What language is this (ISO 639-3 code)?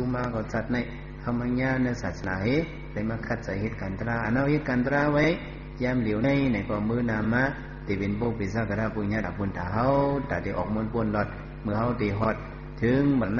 shn